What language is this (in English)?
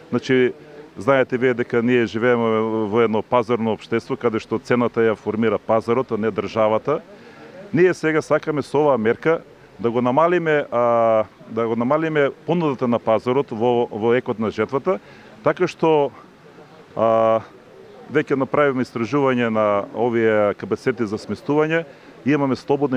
Macedonian